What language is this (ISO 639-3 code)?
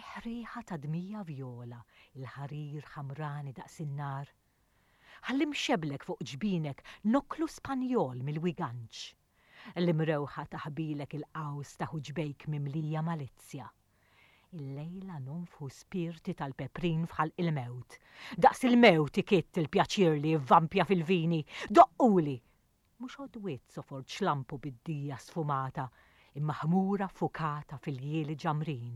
mlt